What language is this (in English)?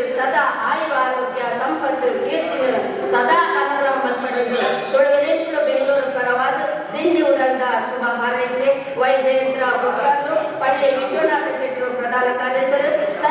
Tulu